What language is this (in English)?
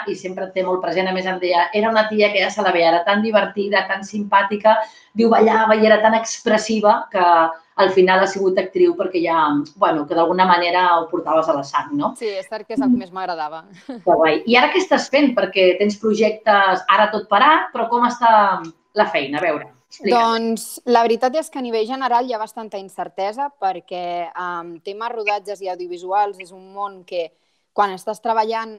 Catalan